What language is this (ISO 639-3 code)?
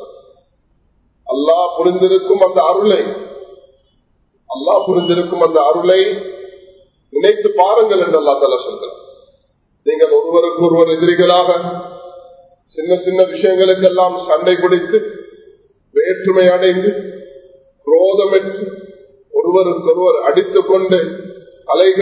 tam